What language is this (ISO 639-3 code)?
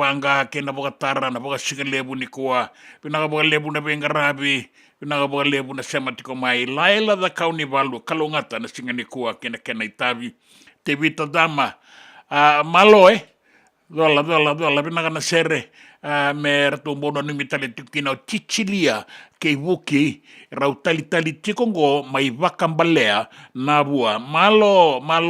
fij